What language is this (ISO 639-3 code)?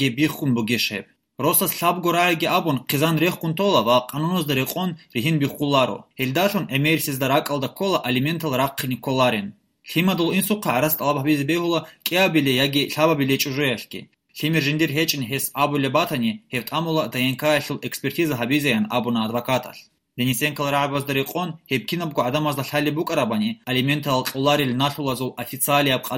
ava